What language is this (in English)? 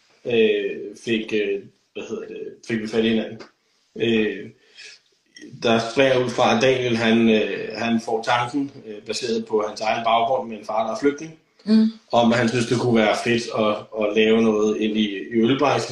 Danish